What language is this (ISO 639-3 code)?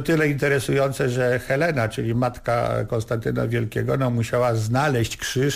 pol